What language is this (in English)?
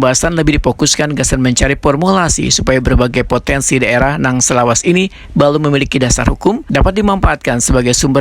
Banjar